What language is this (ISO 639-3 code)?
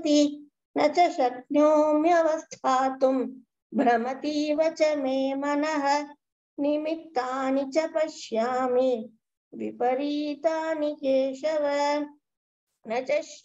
san